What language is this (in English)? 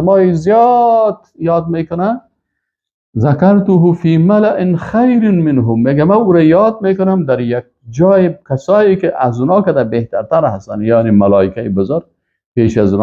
Persian